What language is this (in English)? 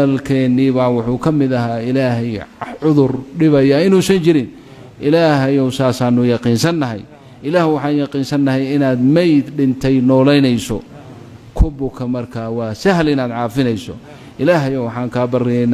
Somali